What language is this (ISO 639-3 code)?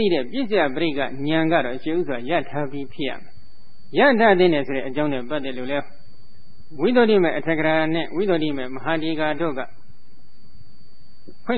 mya